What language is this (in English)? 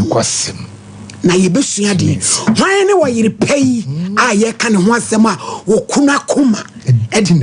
Akan